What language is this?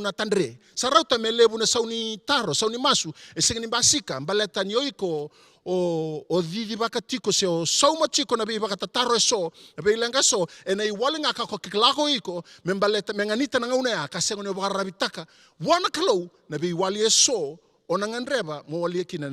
Fijian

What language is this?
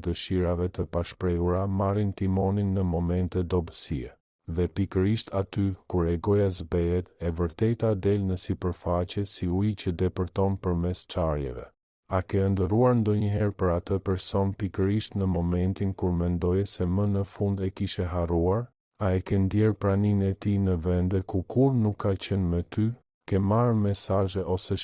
Albanian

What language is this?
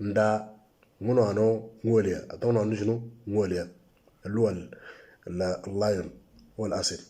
Moro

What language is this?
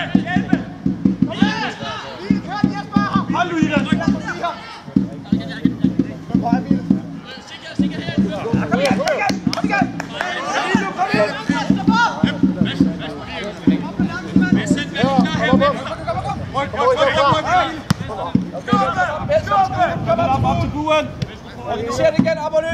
Danish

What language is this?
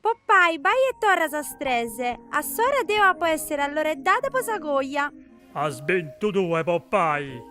Sardinian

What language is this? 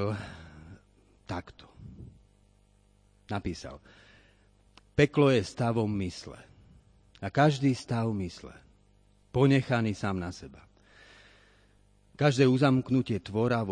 Slovak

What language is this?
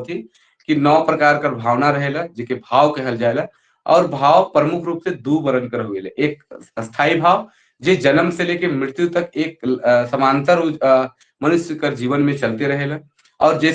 Sadri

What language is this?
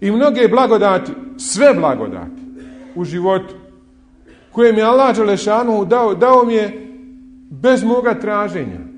Bosnian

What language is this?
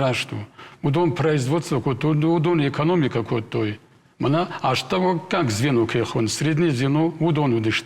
Ossetic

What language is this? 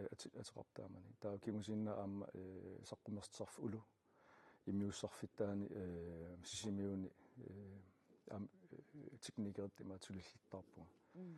Kalaallisut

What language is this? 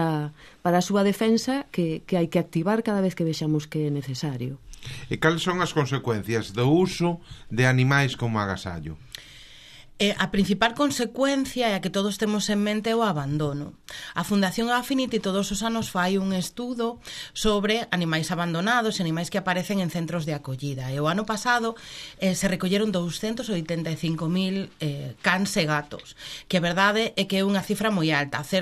Galician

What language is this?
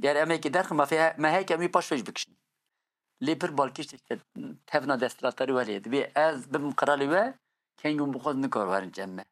Kurdish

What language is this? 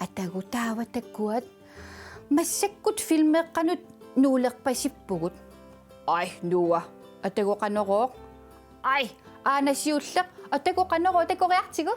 Kalaallisut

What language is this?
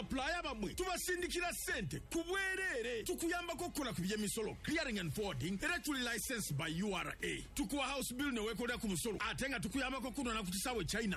Ganda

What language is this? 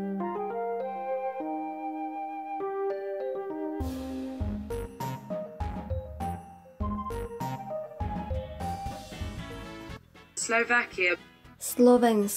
Slovak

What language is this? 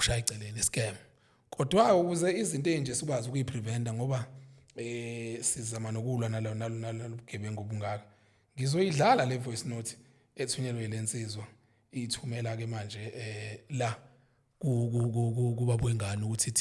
Zulu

